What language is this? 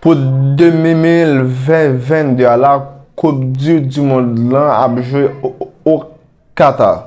Haitian Creole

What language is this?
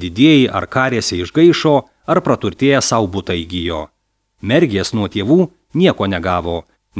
Lithuanian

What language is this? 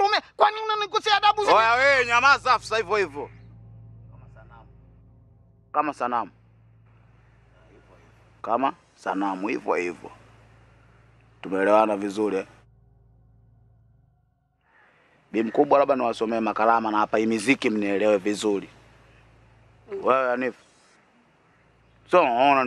Swahili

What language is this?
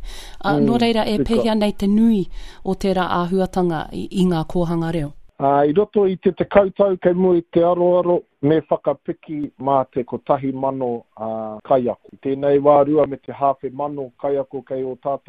Māori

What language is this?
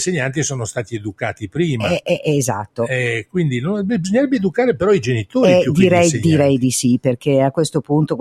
Italian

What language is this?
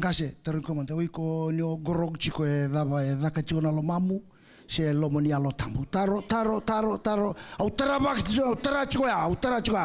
Fijian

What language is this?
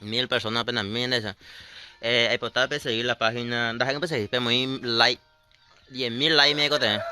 Guarani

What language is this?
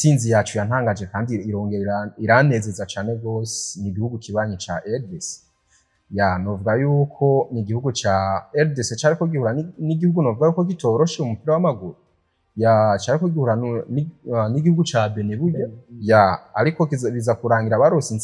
Rundi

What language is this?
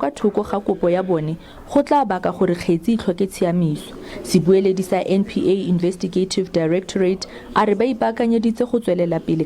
Tswana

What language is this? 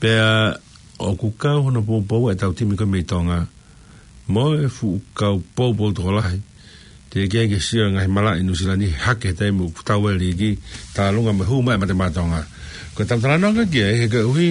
Tongan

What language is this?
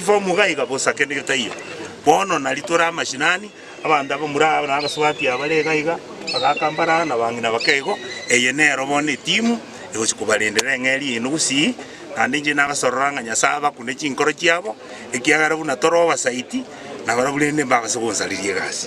Gusii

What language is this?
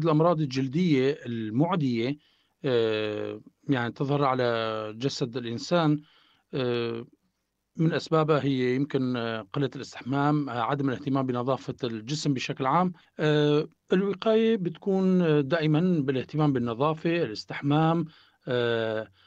North Levantine Arabic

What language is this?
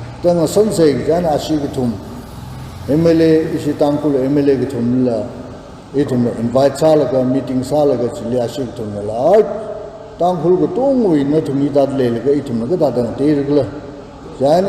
Tangkhul Naga (India)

